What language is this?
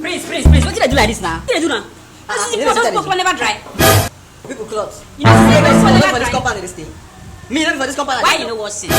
Nigerian Pidgin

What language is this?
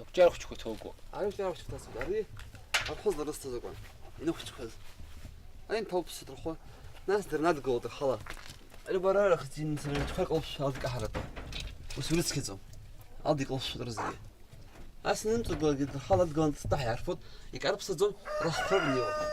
Abkhazian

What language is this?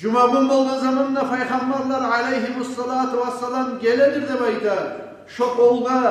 Kumyk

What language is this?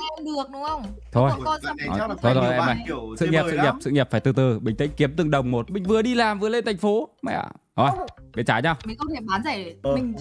Vietnamese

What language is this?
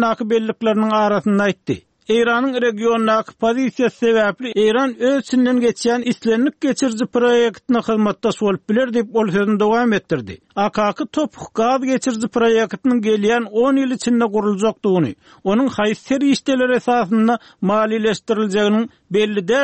Turkmen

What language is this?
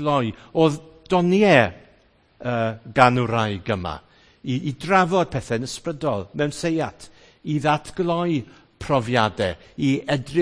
Welsh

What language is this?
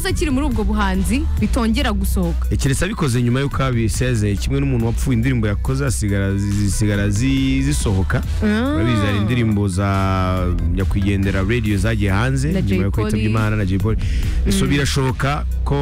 Kinyarwanda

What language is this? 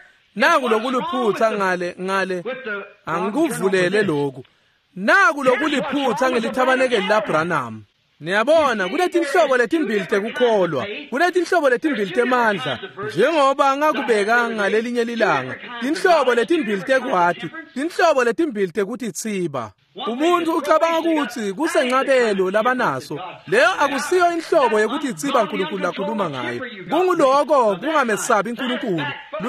Swati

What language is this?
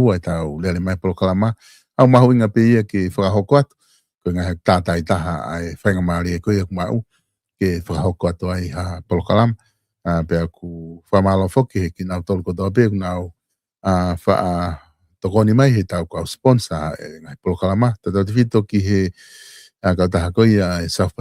Tongan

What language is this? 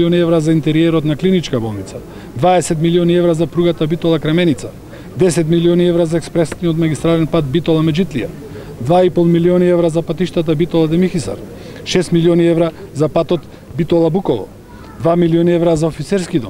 Macedonian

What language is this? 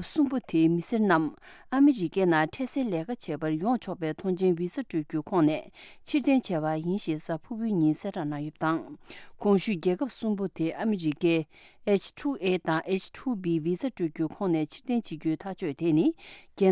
Tibetan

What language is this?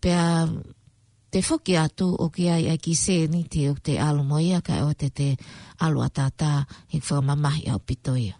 Tongan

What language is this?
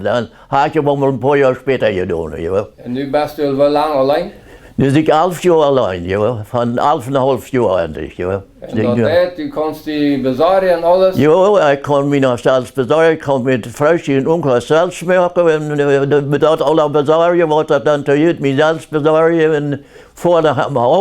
Plautdietsch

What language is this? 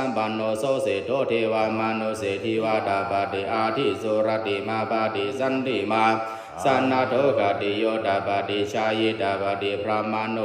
Pali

